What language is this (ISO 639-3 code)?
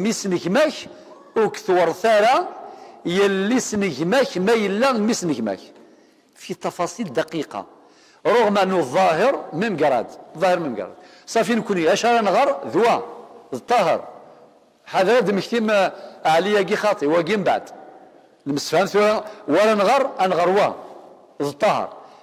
kab